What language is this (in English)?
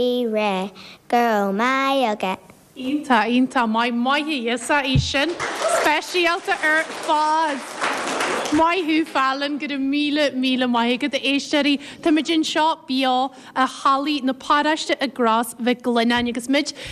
Irish